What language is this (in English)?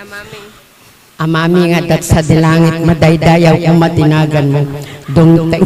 Iloko